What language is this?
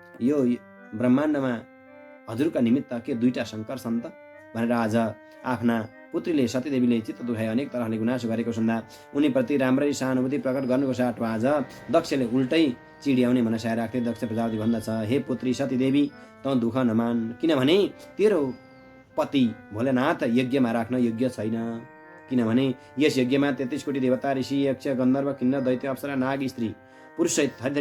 Nepali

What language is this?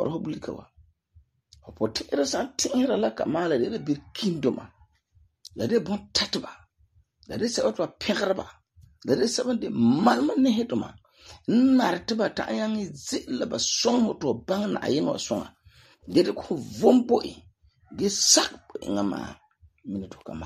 Frafra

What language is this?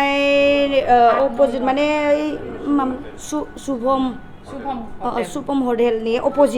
Bodo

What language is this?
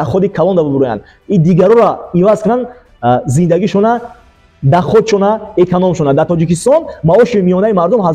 Tajik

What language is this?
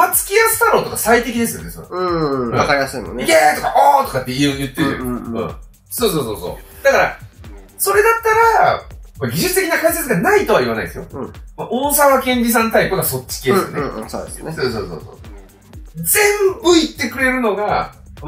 Japanese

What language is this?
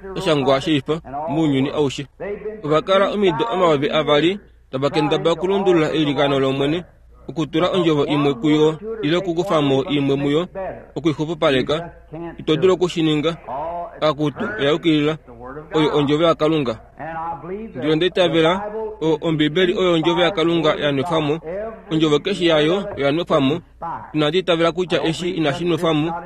Kuanyama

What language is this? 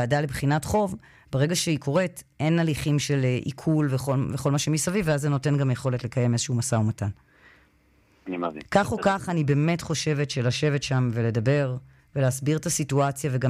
Hebrew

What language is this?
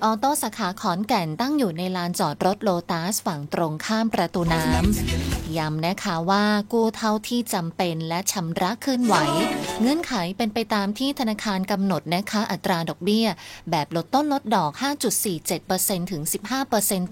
Thai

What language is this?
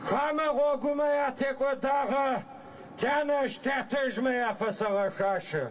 Adyghe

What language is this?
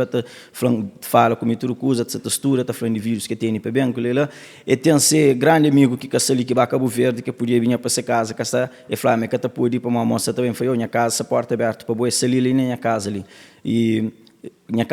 Kabuverdianu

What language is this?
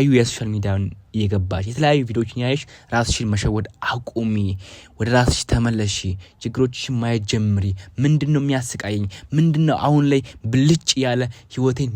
Amharic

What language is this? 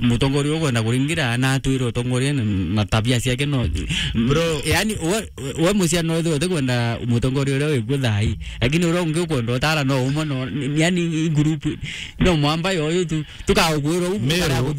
Meru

